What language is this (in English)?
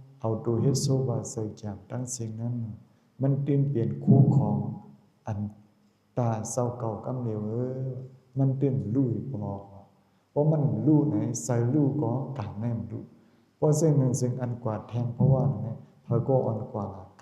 Shan